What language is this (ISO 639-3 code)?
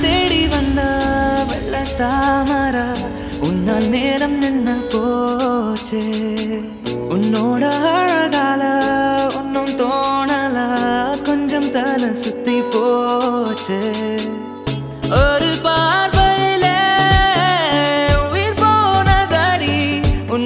tam